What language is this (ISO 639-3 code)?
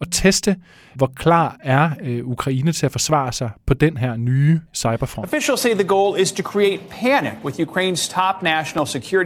dan